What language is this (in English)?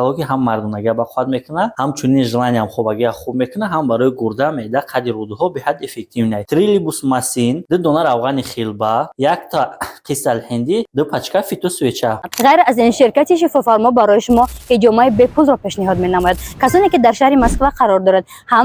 Tajik